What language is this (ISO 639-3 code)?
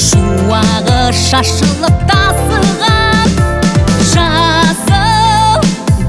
kaz